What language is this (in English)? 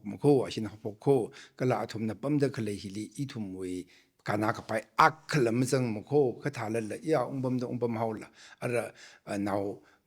Tangkhul Naga (India)